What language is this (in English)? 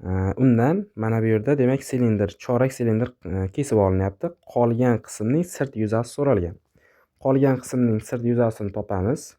Uzbek